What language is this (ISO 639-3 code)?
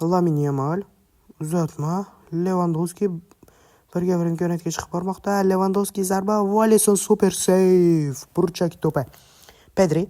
uzb